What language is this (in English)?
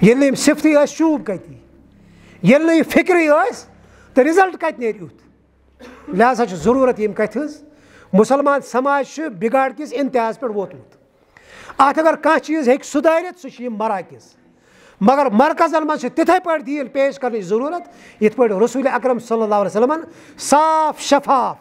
Kashmiri